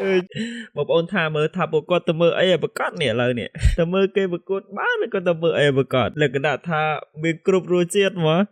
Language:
Khmer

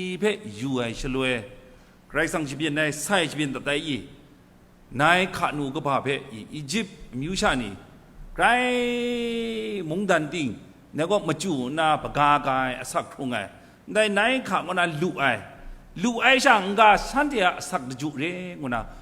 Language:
Kachin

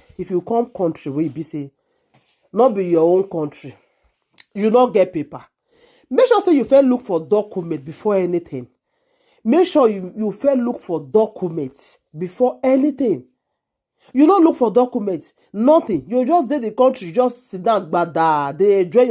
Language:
Nigerian Pidgin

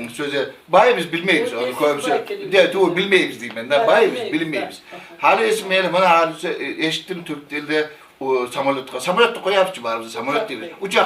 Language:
Kumyk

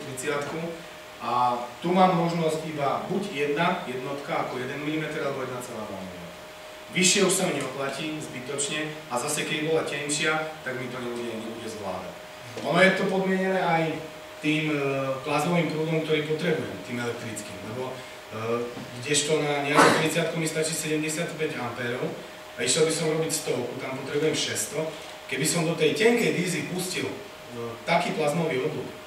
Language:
Slovak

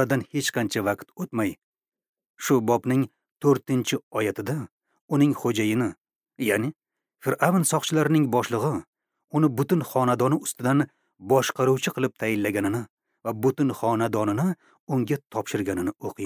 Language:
Uzbek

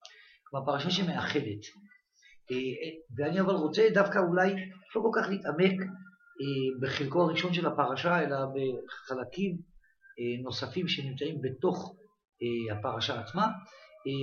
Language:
Hebrew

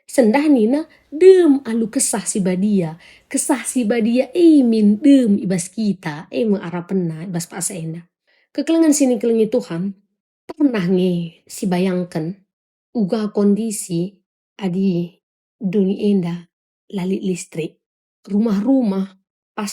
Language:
Batak Karo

